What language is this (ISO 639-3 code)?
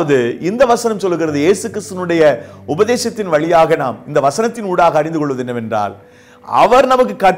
tam